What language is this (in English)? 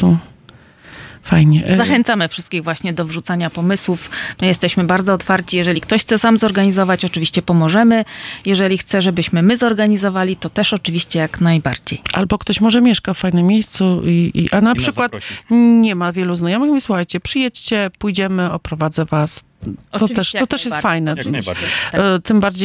Polish